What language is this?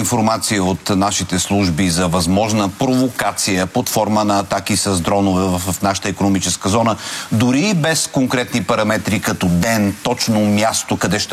Bulgarian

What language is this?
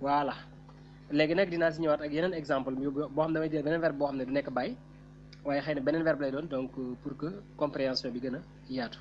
Wolof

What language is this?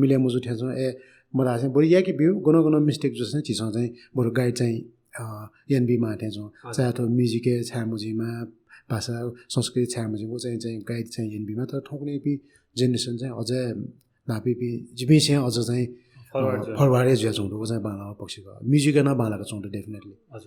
Newari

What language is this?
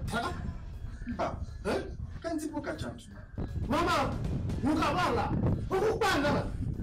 Dagbani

